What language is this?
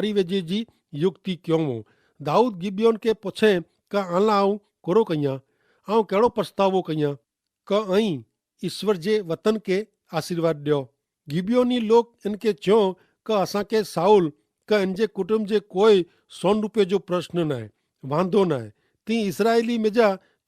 Kachhi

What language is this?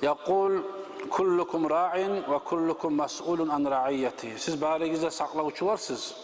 Kumyk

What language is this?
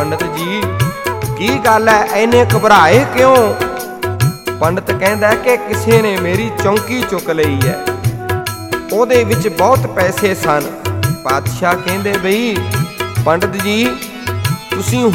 Punjabi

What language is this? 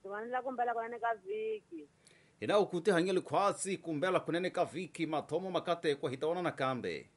Tsonga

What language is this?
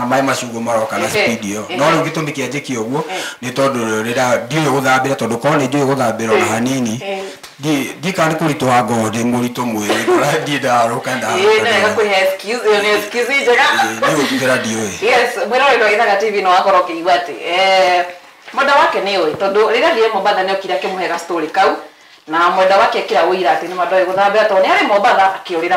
Kikuyu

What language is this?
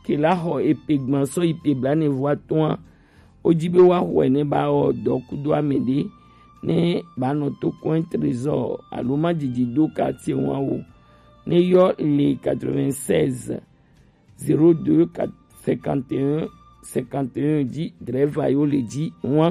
Gen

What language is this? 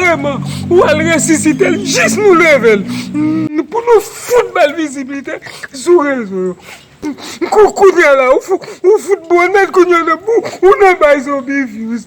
Haitian Creole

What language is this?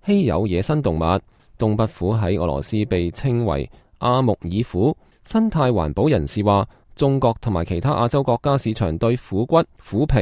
Cantonese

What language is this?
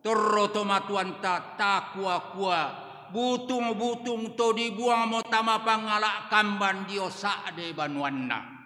Toraja-Sa'dan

